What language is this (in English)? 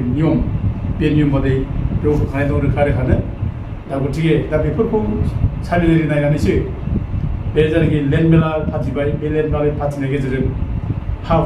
Bodo